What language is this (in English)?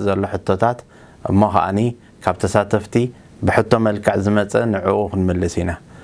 Tigrinya